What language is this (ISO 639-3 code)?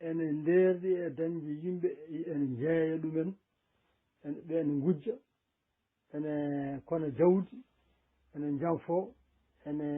ful